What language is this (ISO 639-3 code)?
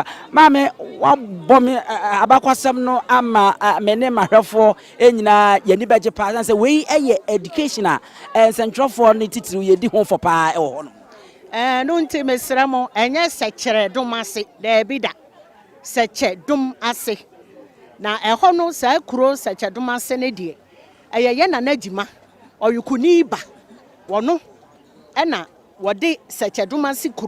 aka